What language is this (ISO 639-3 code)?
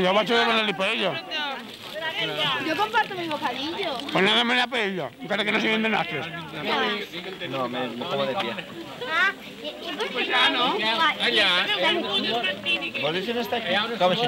cat